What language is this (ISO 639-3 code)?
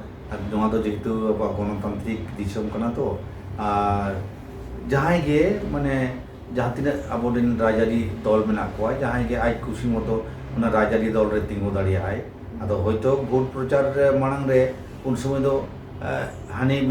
sat